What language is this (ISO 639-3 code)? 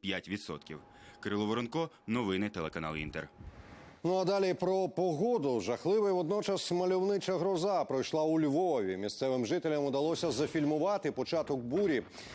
ukr